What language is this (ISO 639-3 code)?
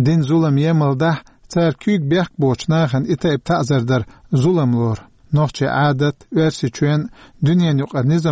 che